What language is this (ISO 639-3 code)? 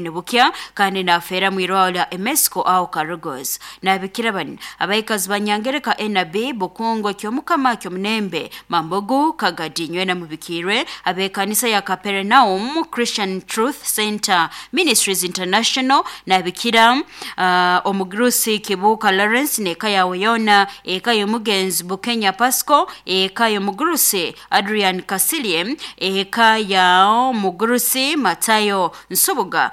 nyo